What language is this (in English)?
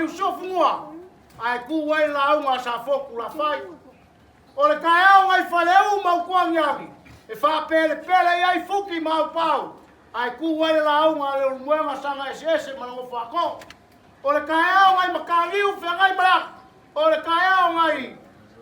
Samoan